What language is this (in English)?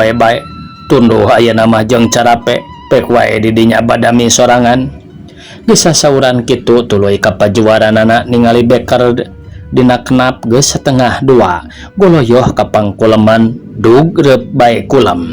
Sundanese